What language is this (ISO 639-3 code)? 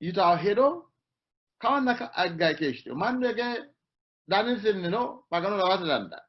sid